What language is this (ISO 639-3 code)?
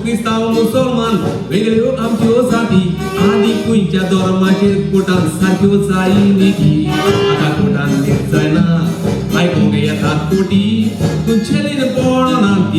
kok